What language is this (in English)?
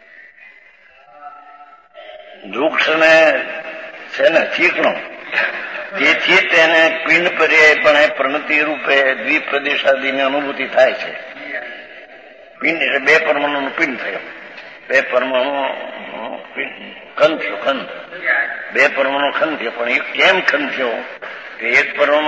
Gujarati